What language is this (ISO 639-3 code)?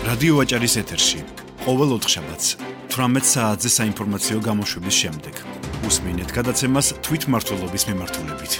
kat